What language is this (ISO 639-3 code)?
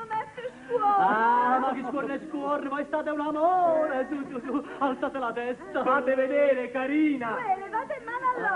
nap